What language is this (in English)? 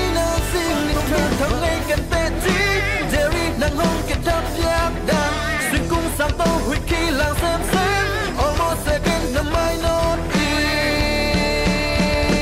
Tedim Chin